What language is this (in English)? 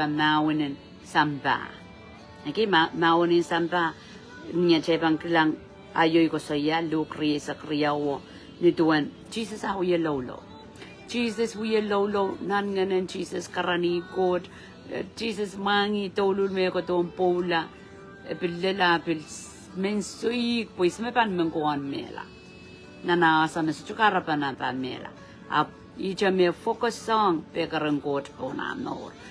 Pohnpeian